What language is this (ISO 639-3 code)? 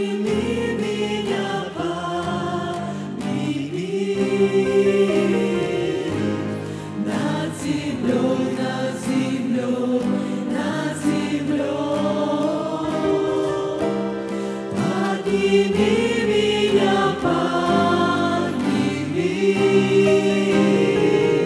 rus